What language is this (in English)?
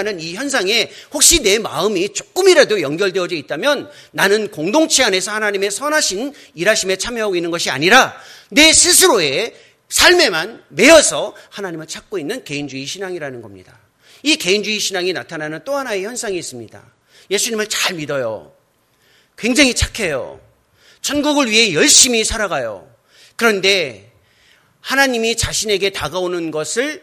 Korean